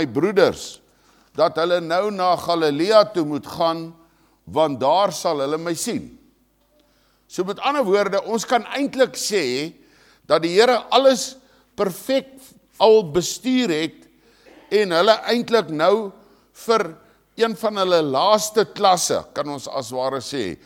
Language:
Afrikaans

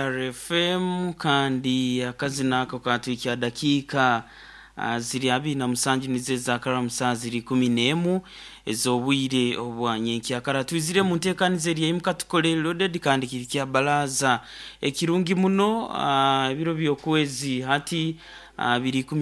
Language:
Nyoro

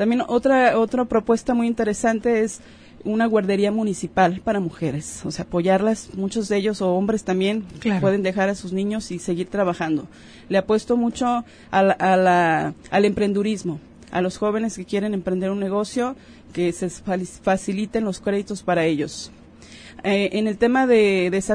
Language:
Spanish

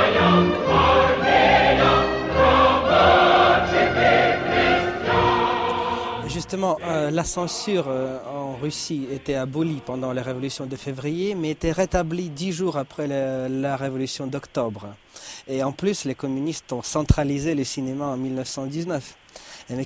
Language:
French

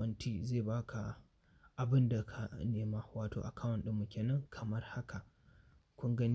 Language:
Hausa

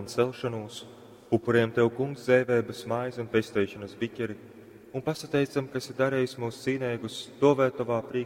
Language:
Latgalian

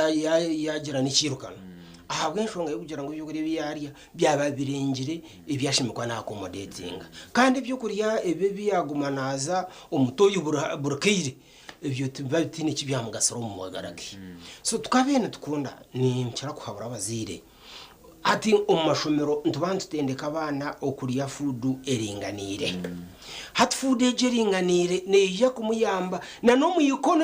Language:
Nyankole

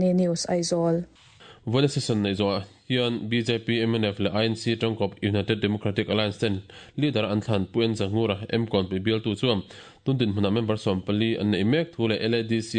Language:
Mizo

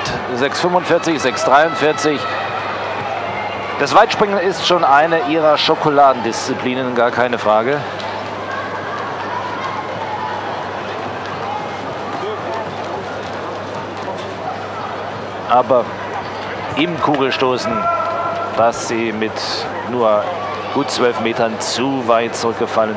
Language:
German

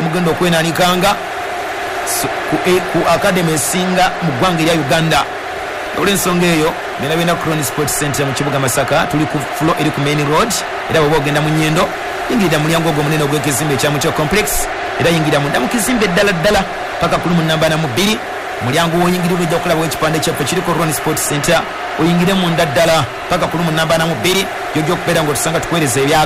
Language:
Ganda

